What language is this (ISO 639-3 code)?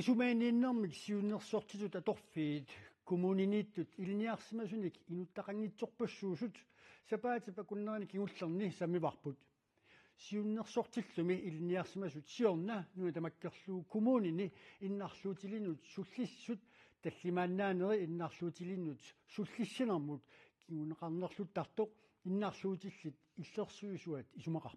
kal